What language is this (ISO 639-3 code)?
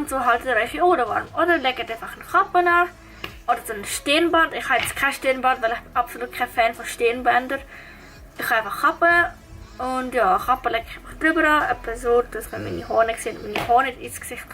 gsw